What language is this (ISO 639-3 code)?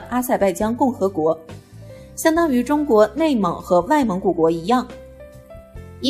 zho